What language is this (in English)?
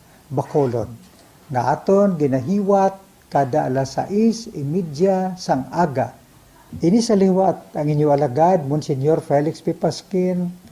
Hiligaynon